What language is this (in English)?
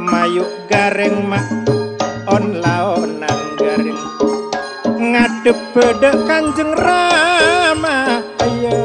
Madurese